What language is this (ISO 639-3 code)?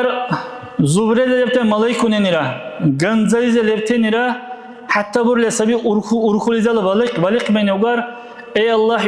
dar